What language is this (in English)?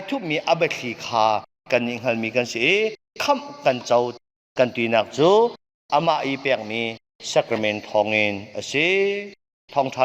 Hakha Chin